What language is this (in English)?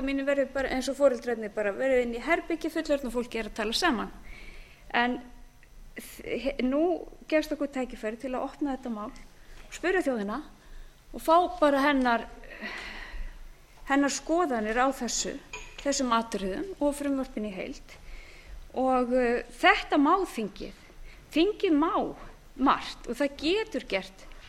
Icelandic